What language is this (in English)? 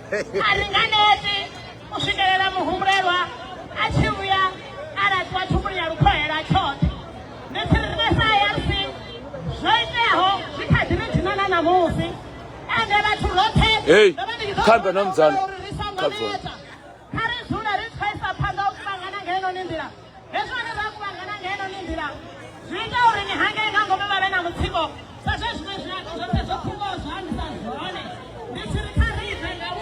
Venda